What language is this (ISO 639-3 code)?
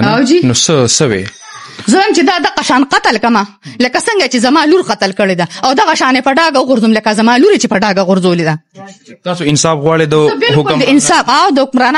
pus